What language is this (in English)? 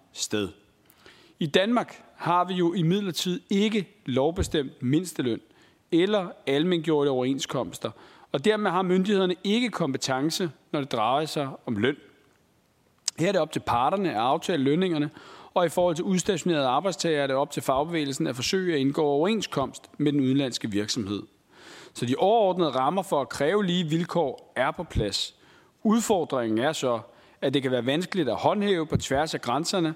Danish